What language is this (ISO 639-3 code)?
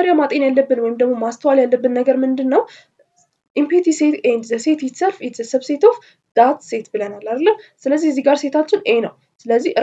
amh